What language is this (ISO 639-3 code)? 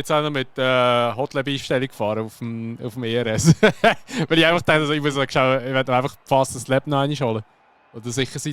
gsw